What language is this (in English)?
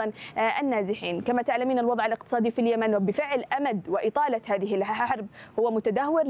Arabic